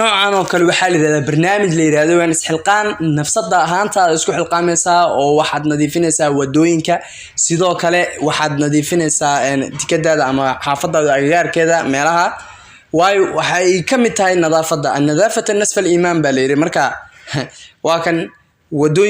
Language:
Somali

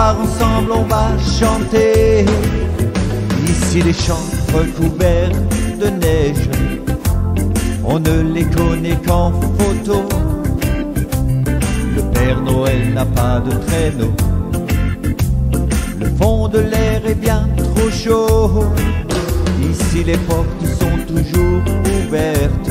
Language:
French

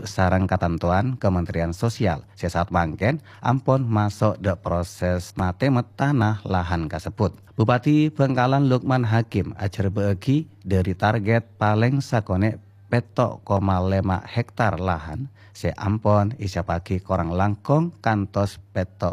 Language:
Madurese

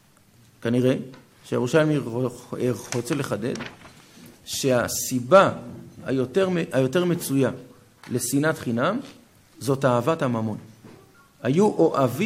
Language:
Hebrew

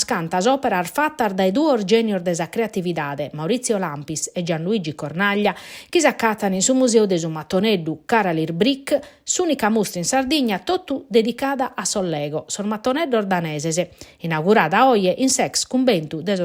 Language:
Sardinian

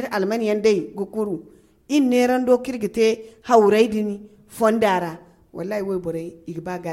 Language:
Zarma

